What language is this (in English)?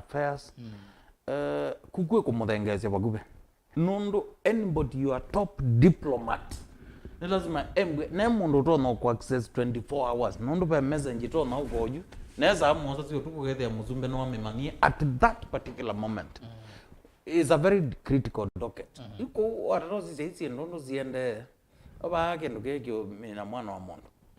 Kamba